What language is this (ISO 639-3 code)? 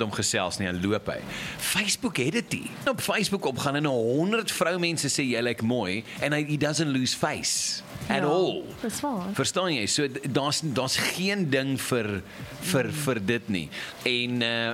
afr